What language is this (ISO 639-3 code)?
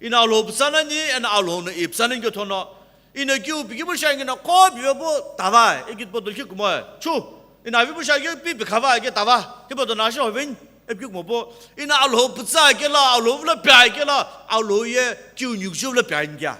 nsm